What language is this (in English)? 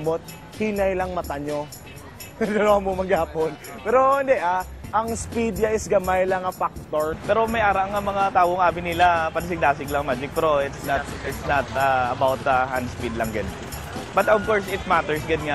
Hiligaynon